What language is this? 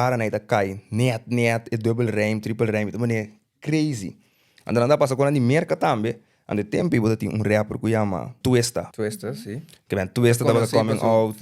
Papiamento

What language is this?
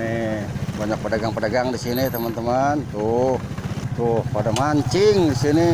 Betawi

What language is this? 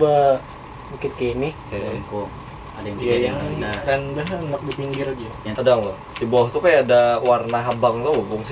Banjar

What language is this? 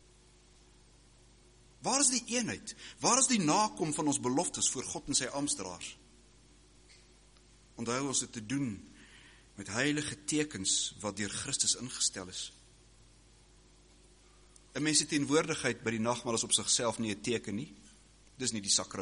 Afrikaans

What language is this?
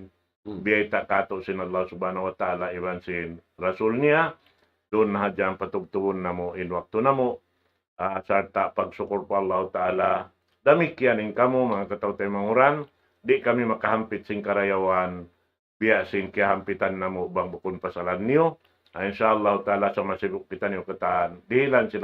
Tausug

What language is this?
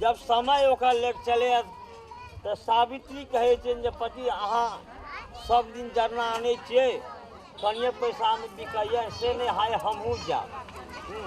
Maithili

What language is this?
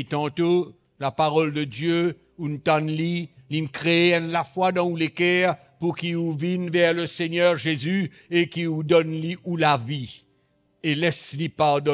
Morisyen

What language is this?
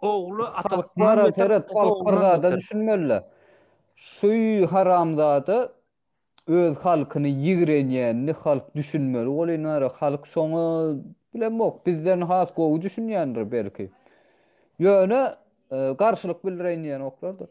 Turkmen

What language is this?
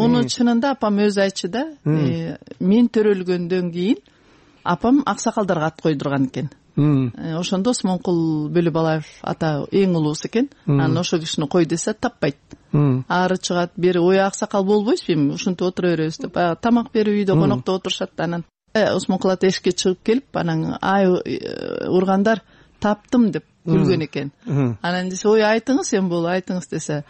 Kyrgyz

